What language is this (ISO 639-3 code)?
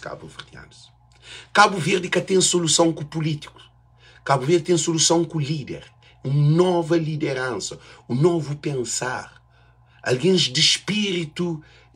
kea